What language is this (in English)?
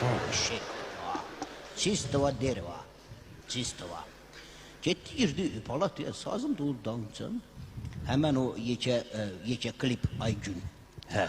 Azerbaijani